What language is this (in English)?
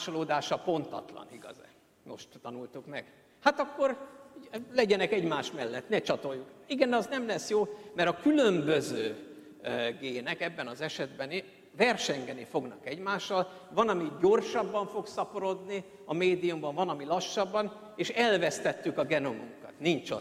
Hungarian